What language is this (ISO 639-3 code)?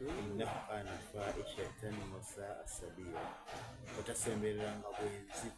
xog